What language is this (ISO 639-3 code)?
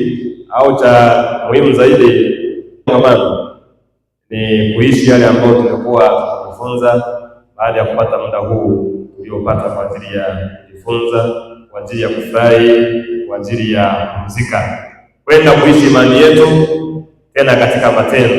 swa